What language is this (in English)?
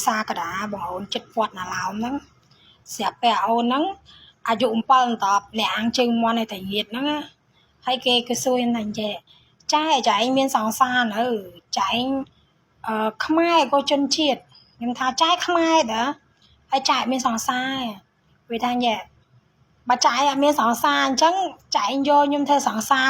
Khmer